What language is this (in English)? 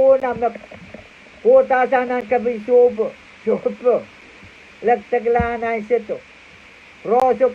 Pohnpeian